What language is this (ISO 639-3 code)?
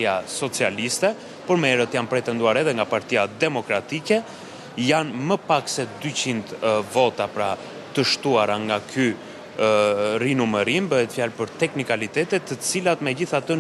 sqi